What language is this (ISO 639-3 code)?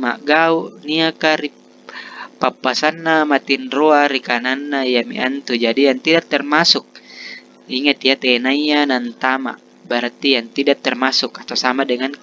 mak